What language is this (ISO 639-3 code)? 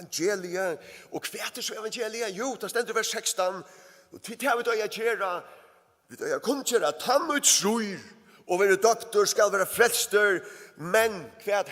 fao